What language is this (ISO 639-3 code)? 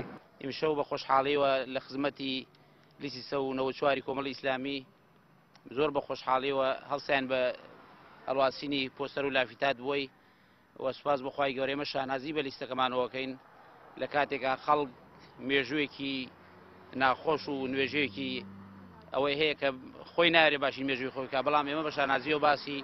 ckb